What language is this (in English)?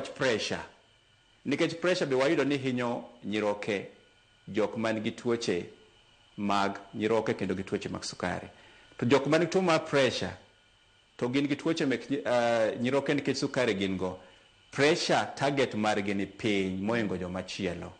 Luo (Kenya and Tanzania)